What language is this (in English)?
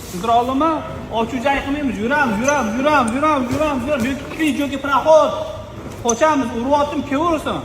Uzbek